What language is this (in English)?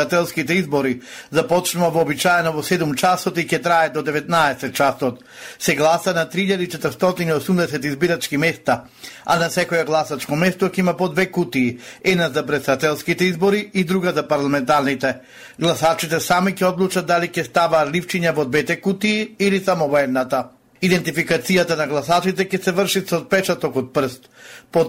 Macedonian